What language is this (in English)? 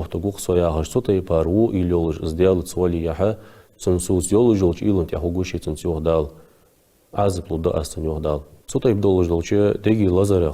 Ingush